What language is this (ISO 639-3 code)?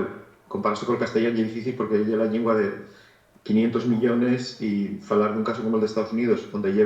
ast